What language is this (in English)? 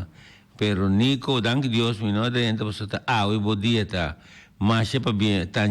Papiamento